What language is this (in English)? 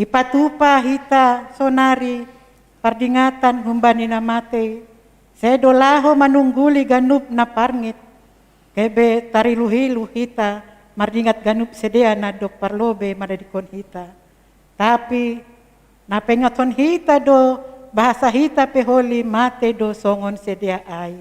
Batak Simalungun